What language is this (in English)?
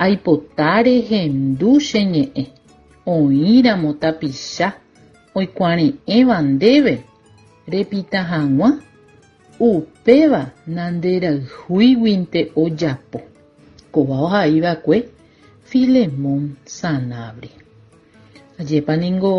Guarani